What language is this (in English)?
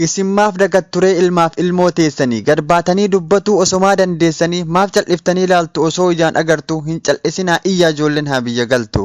Oromo